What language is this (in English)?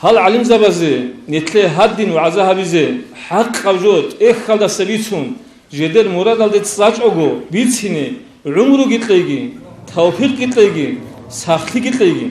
Avaric